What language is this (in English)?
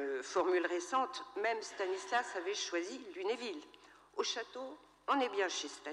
French